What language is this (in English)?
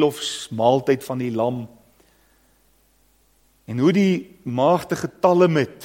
Afrikaans